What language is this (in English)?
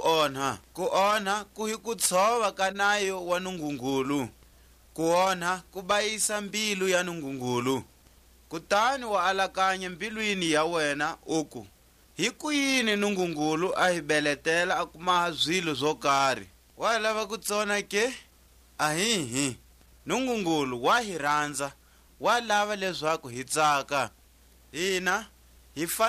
Tswa